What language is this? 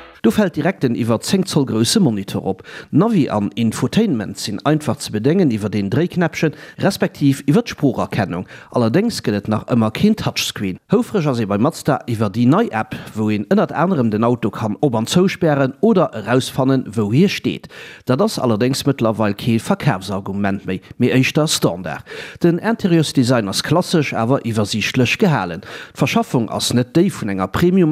Luxembourgish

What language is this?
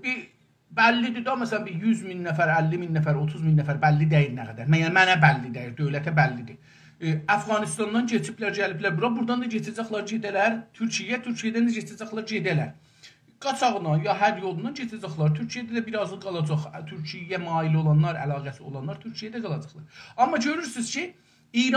South Azerbaijani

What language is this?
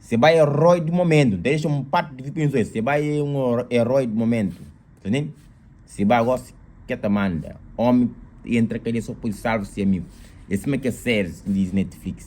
Kabuverdianu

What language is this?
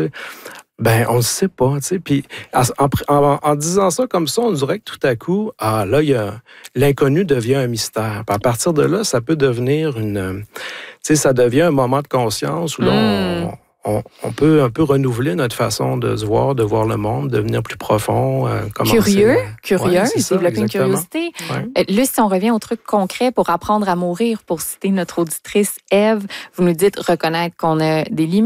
French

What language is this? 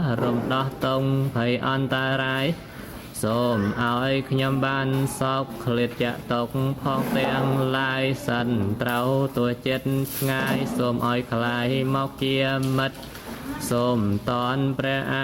Khmer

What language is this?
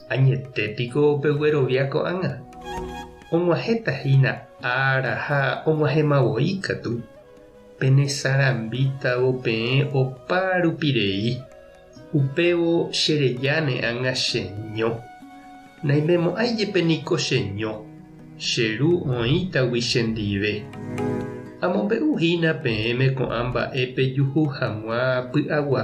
Guarani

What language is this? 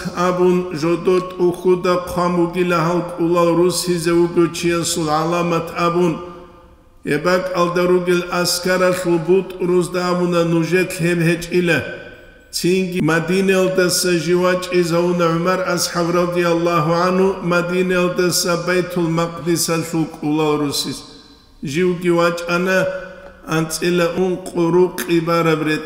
Avaric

